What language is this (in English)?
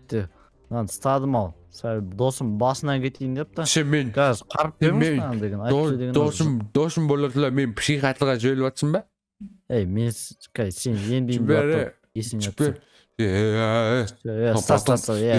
Kazakh